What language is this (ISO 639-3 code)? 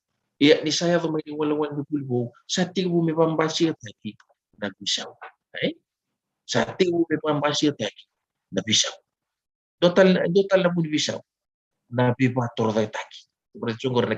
fij